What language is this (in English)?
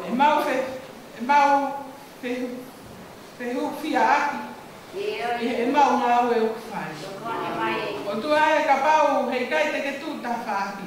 Tongan